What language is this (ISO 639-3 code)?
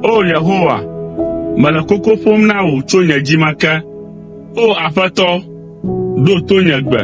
ewe